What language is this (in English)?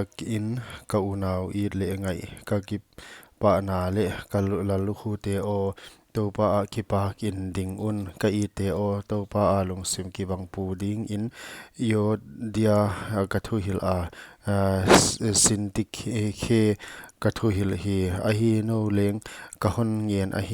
Paite Chin